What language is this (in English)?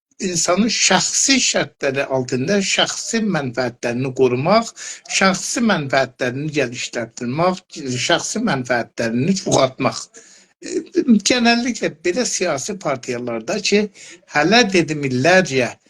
South Azerbaijani